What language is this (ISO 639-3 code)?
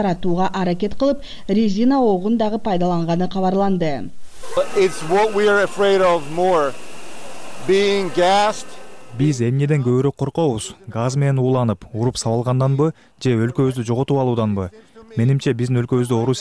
kir